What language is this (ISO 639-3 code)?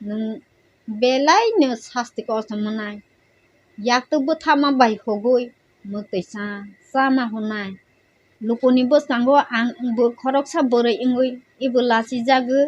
trp